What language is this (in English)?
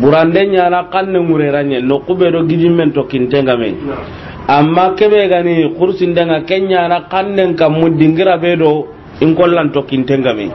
Soninke